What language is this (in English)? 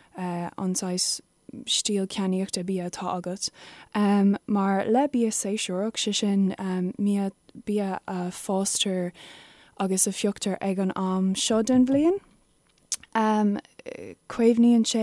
Irish